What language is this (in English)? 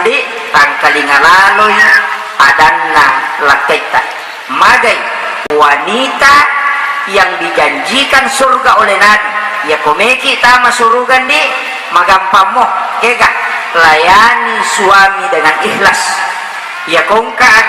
Buginese